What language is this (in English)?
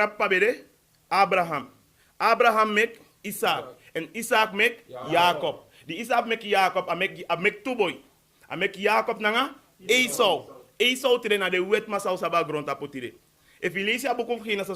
Sranan Tongo